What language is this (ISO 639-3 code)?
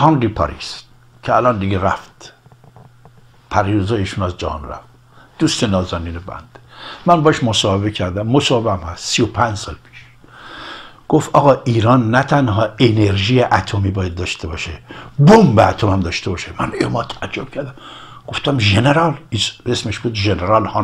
fas